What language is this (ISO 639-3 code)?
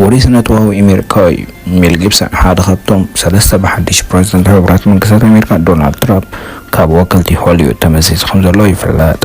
tir